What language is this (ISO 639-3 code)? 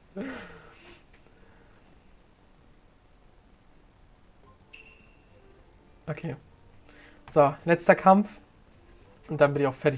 deu